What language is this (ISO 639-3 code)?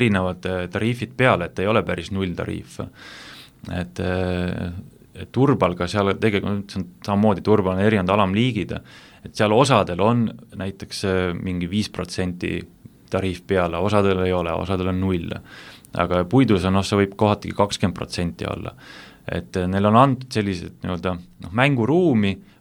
est